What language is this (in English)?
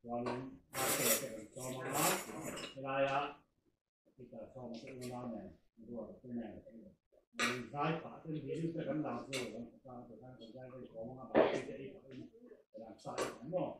Mizo